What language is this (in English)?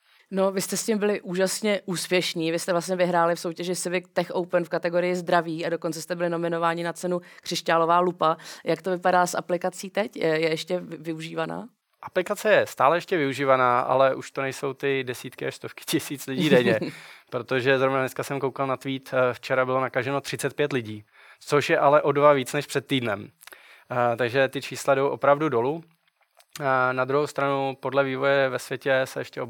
Czech